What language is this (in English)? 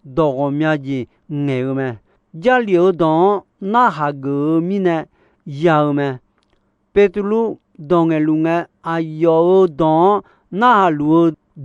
Akha